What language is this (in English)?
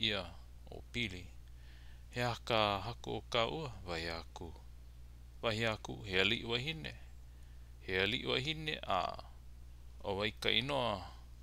Hawaiian